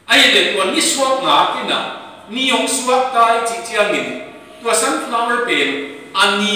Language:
Tedim Chin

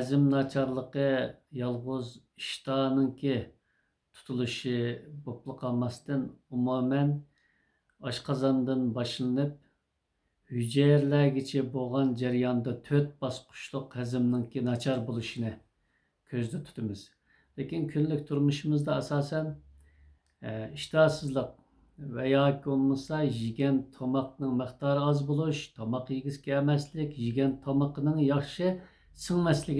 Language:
Uyghur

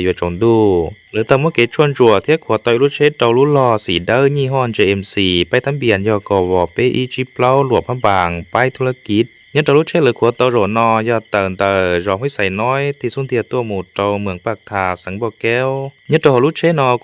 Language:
Hmong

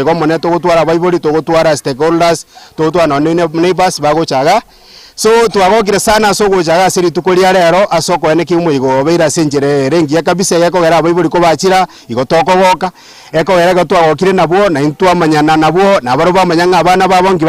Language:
Gusii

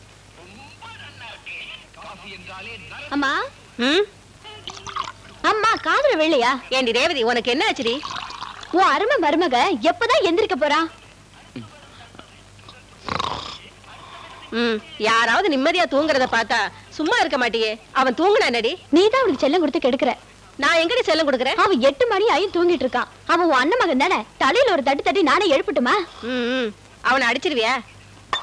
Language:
Tamil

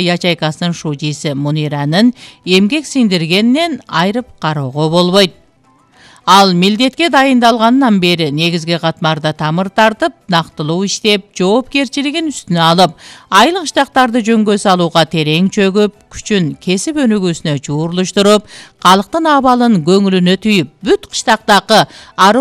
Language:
Kyrgyz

